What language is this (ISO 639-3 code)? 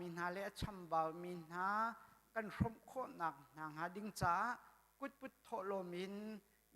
cnh